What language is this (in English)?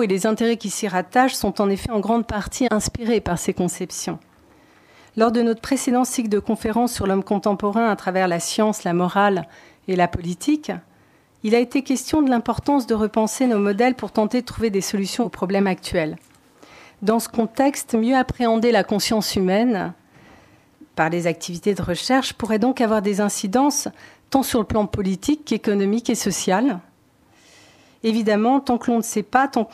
French